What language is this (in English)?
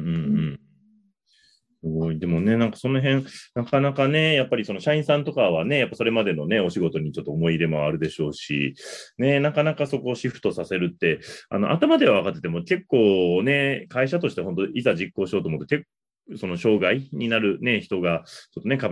Japanese